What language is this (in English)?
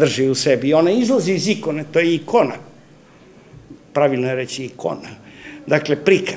Serbian